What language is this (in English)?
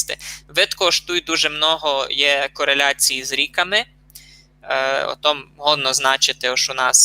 Rusyn